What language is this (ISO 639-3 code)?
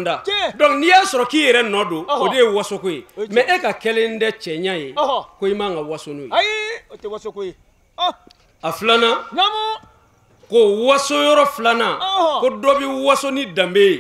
bam